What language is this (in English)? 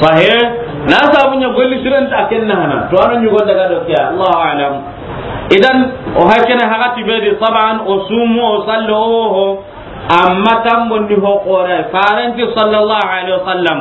Soninke